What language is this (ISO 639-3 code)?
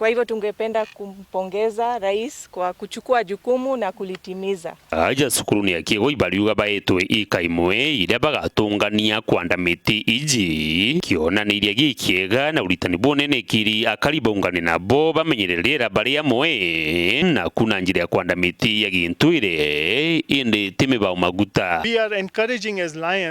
mer